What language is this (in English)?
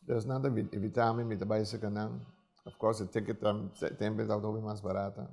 Papiamento